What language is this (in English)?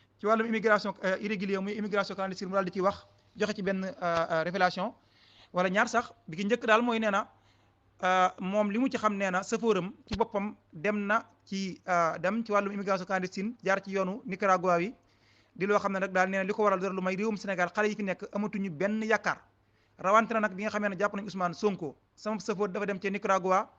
Wolof